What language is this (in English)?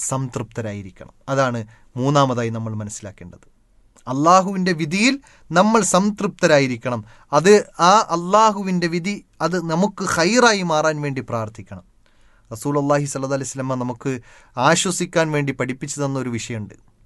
Malayalam